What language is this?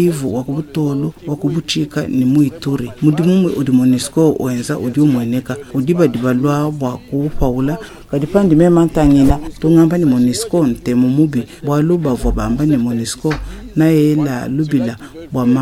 Luba-Lulua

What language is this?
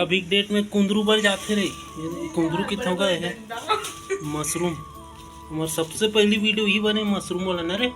Chhattisgarhi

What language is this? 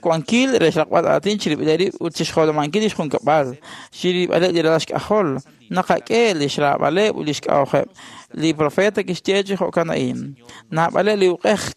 Kekchí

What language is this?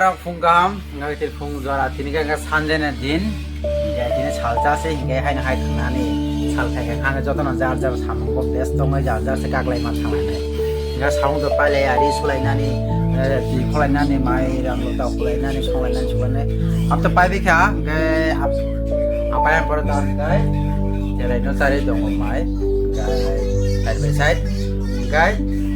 Kok Borok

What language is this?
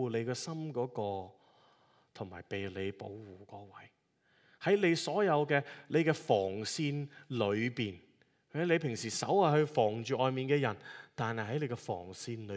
Cantonese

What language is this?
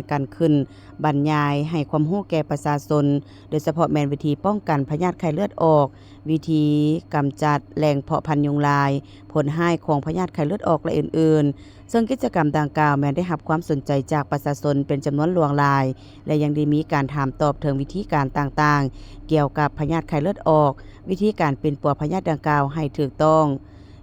Lao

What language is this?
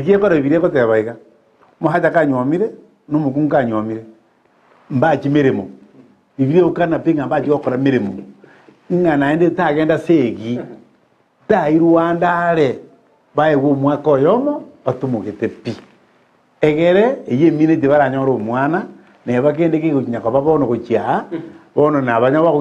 Gusii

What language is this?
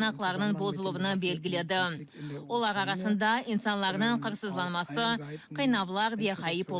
Crimean Tatar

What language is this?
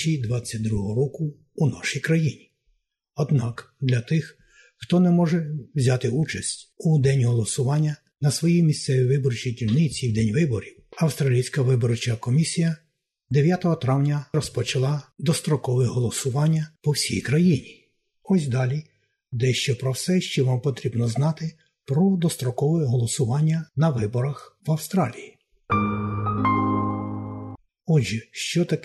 Ukrainian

